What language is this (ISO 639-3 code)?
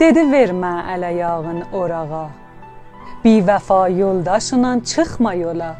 azb